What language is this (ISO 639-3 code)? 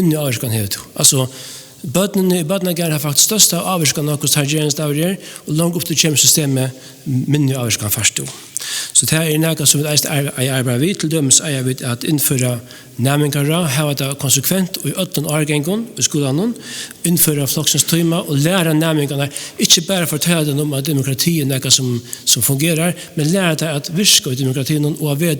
fao